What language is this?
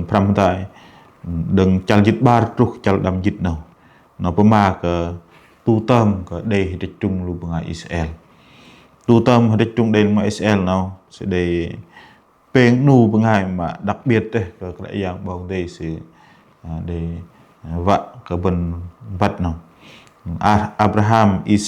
Bahnar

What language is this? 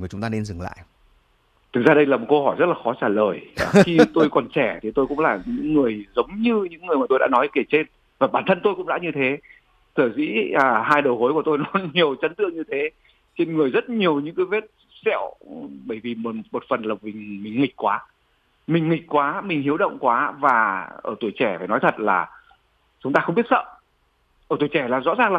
Vietnamese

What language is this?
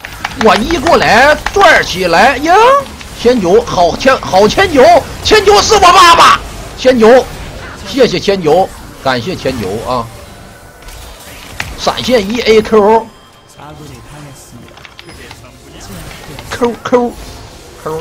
Chinese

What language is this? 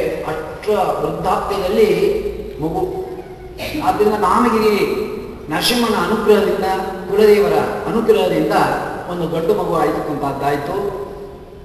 Kannada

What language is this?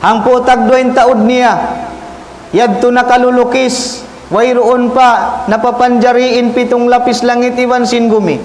Tausug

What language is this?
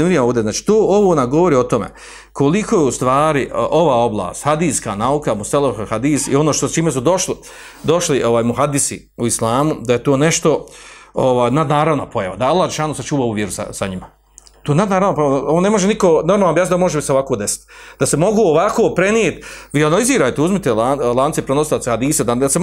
Bosnian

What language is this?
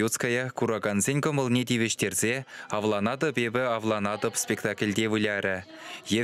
Chuvash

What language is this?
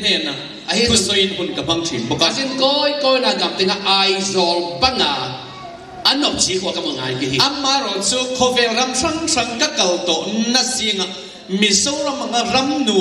Tedim Chin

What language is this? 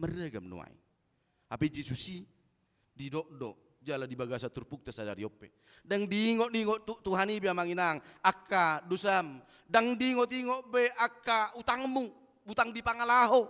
Batak Toba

